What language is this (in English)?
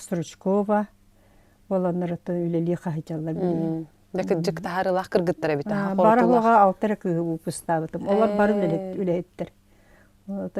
Yakut